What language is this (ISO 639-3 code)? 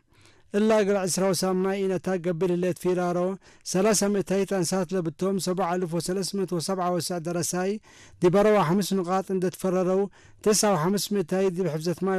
tir